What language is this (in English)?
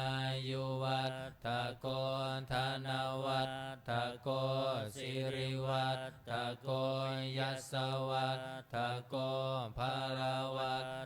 Pali